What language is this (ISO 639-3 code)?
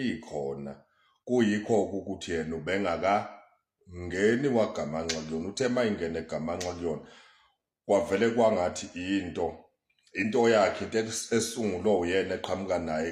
zul